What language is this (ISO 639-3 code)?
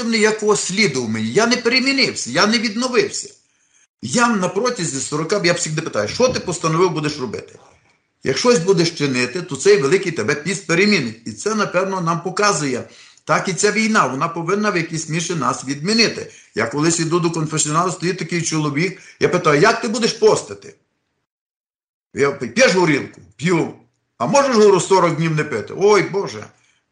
ukr